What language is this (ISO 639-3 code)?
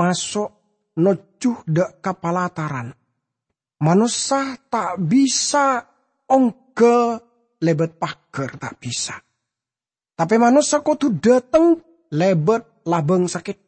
mad